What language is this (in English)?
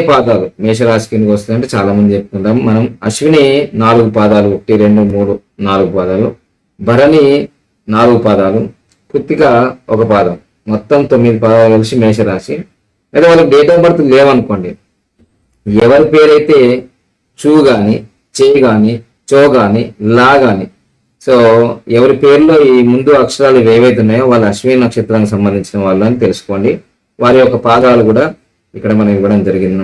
Telugu